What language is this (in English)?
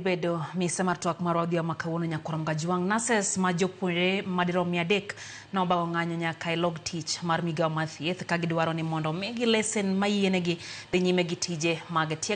Luo (Kenya and Tanzania)